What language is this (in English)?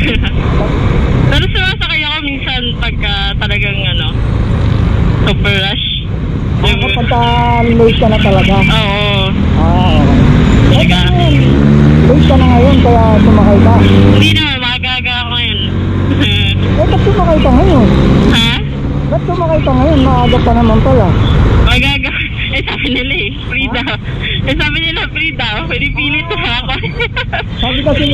Filipino